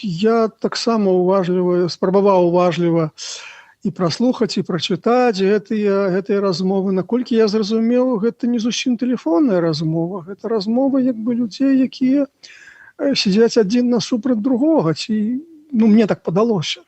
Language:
Belarusian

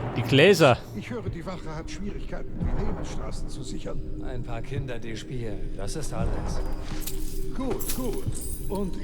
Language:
Bavarian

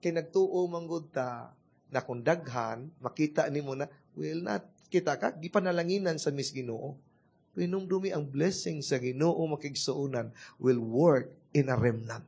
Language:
Cebuano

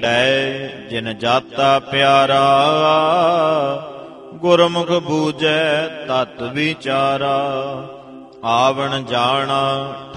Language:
Punjabi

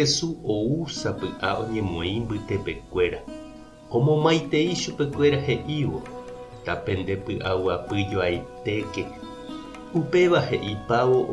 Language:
Guarani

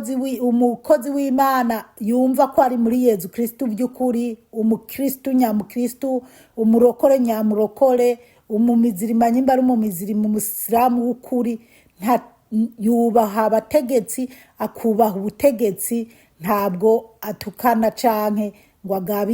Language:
Rundi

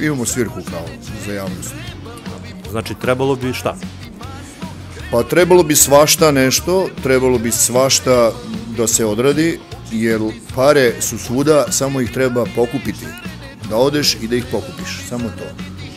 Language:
Serbian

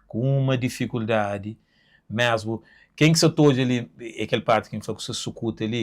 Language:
Kabuverdianu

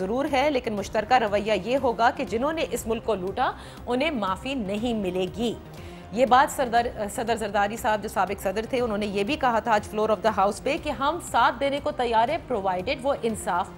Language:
Urdu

